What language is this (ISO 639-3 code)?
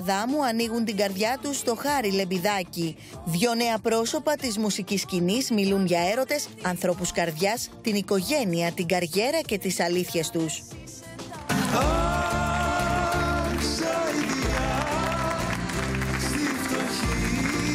ell